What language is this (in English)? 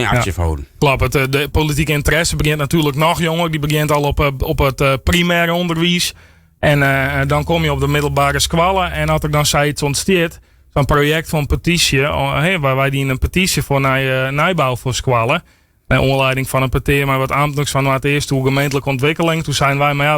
Western Frisian